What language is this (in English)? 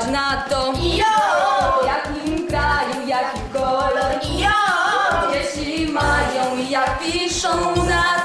Silesian